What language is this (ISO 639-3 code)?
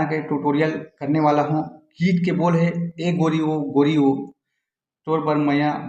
hne